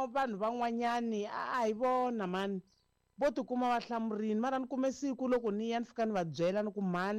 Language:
Tsonga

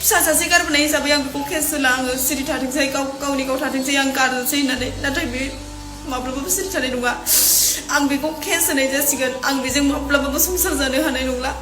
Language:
Bodo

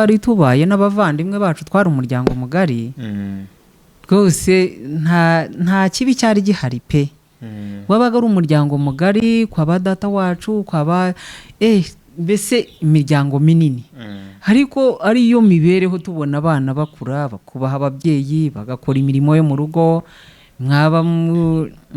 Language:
Kinyarwanda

